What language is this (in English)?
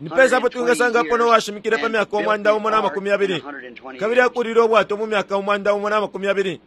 Bemba